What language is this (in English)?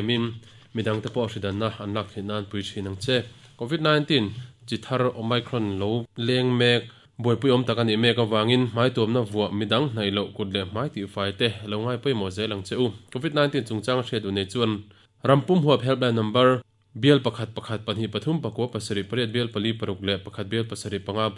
Mizo